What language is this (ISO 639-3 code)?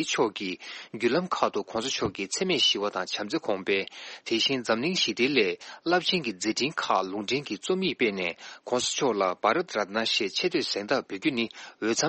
bod